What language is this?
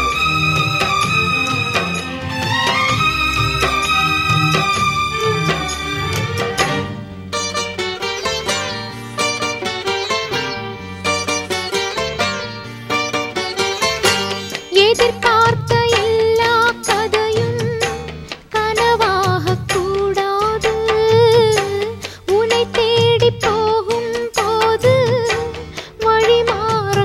Tamil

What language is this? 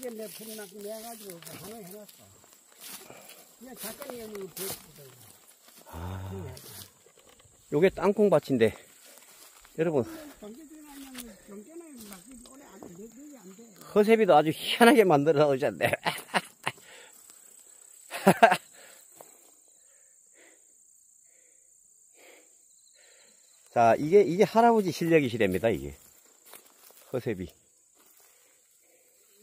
Korean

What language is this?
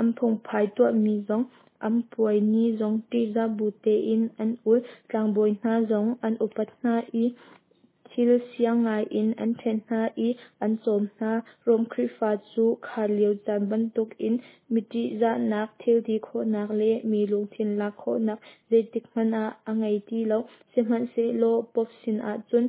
Hakha Chin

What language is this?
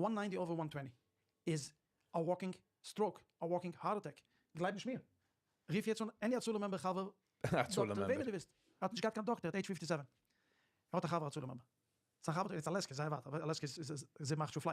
Yiddish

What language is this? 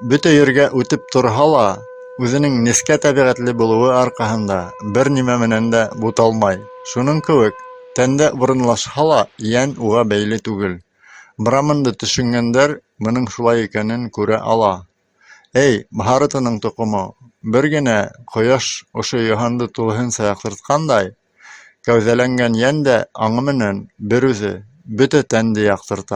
Bashkir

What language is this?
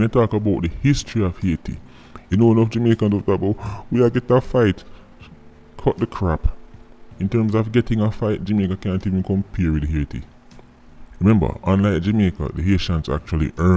Jamaican Creole English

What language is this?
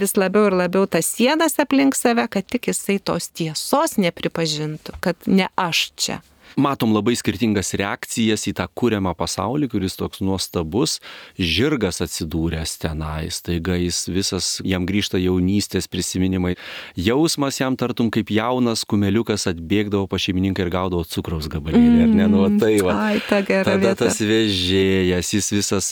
Lithuanian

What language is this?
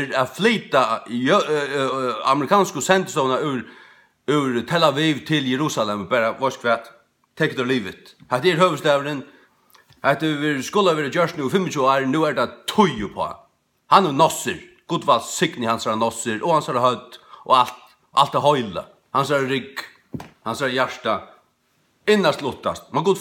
Faroese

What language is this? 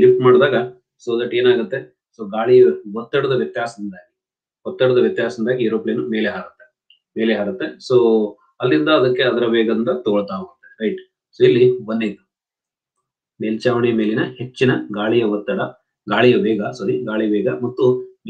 Kannada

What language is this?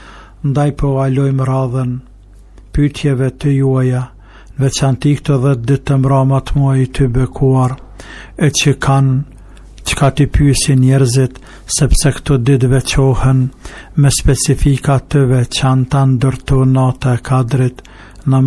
Albanian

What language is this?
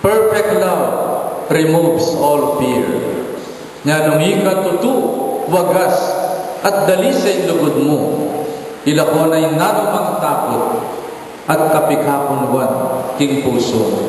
Pampanga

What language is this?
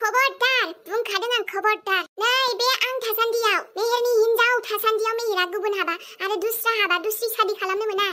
Bodo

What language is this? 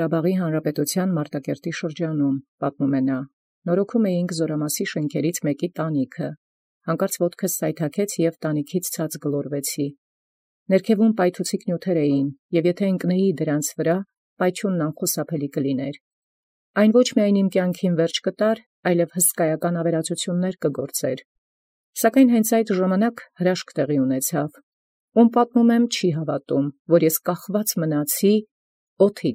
Armenian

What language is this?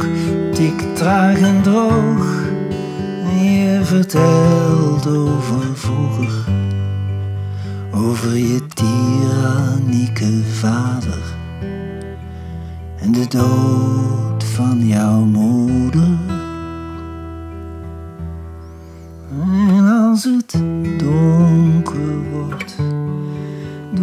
Dutch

